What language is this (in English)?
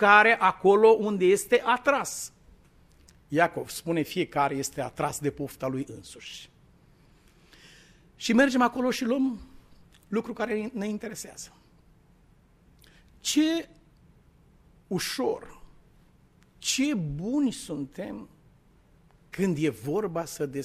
Romanian